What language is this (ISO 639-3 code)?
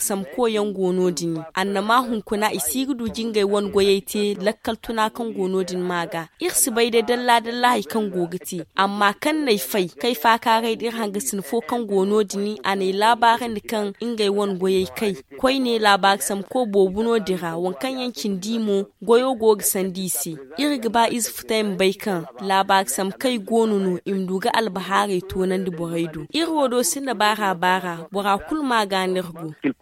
dje